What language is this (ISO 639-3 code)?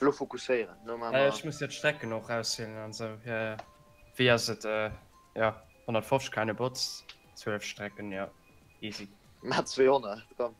ltz